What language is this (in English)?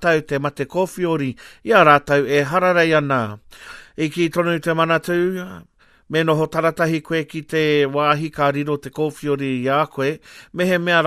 Māori